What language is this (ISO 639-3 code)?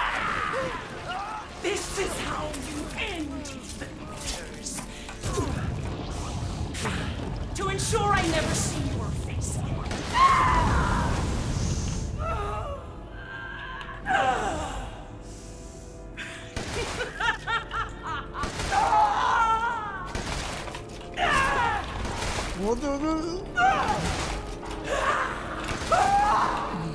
tur